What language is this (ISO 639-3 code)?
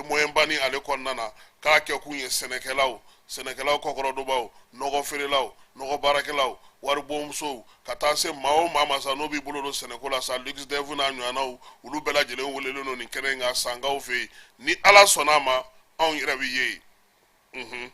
bam